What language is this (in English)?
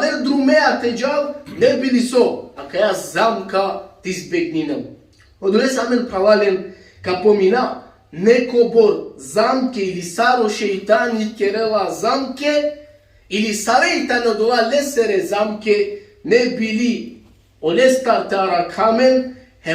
Balkan Romani